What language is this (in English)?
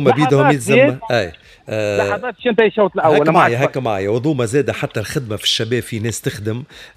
Tunisian Arabic